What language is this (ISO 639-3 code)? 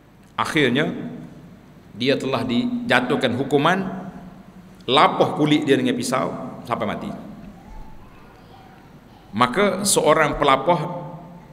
msa